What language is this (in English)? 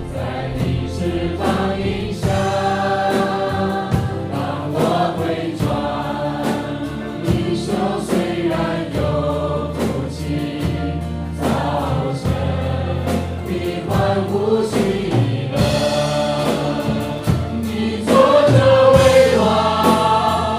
Chinese